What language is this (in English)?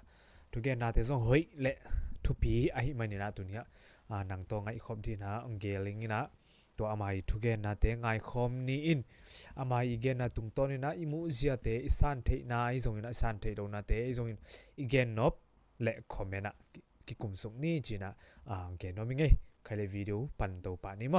Tedim Chin